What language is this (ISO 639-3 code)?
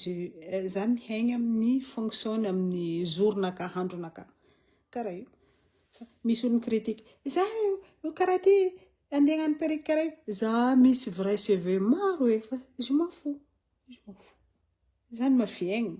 mlg